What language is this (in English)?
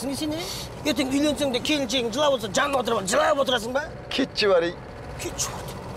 Kazakh